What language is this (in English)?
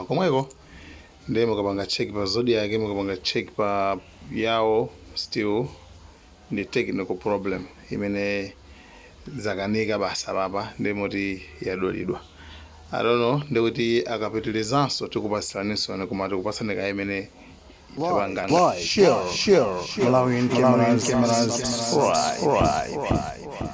Nyanja